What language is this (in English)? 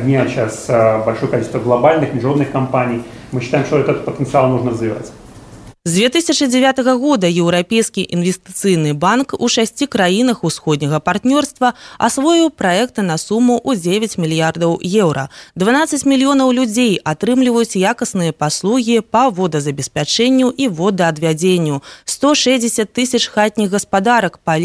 Belarusian